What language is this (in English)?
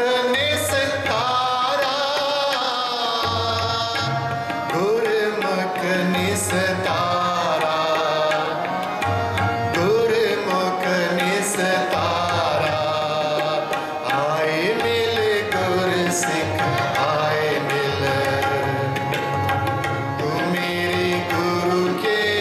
Hindi